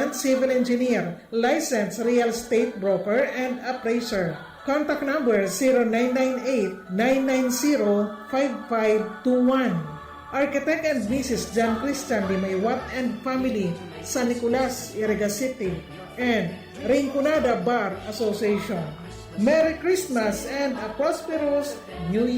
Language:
Bikol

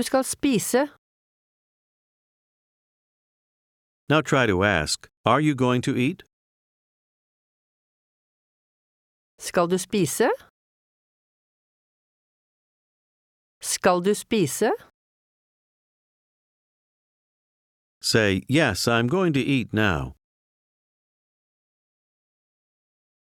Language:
Norwegian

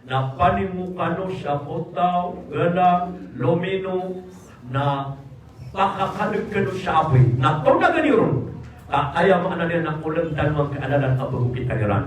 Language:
Maranao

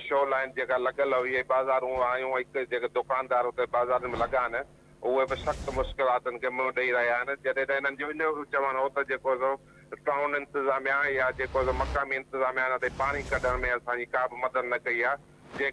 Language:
Sindhi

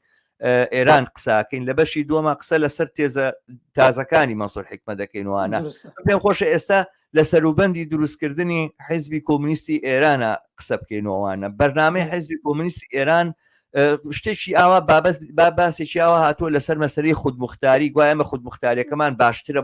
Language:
Central Kurdish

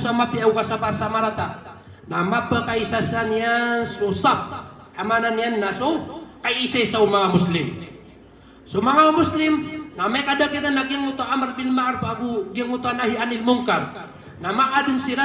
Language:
Maranao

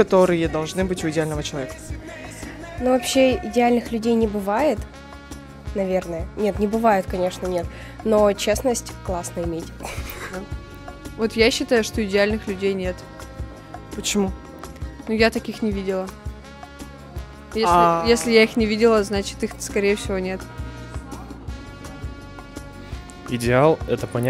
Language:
Russian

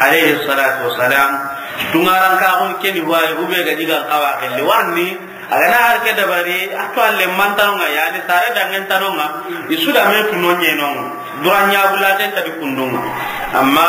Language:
Soninke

